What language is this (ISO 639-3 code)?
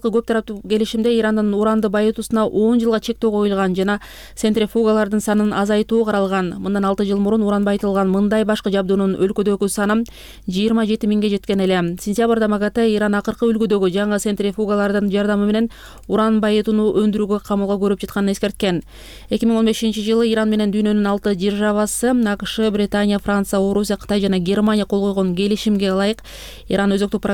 kir